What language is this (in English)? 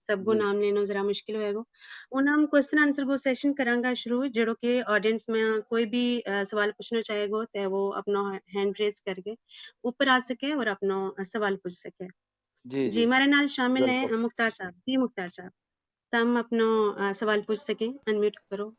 Gujari